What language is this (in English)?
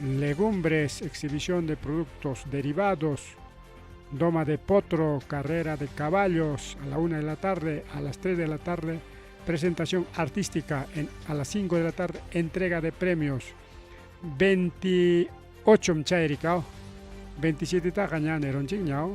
Ayacucho Quechua